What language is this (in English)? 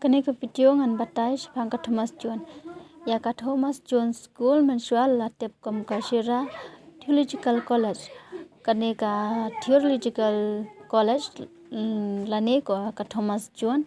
Khasi